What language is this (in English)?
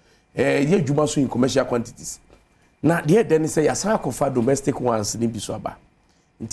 Akan